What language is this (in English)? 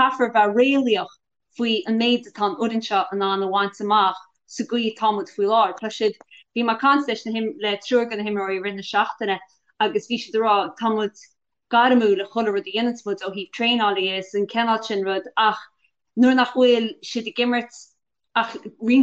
Irish